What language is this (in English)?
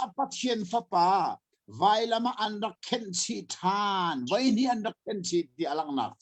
Hakha Chin